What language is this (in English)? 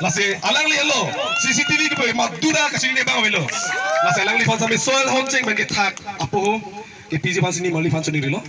Karbi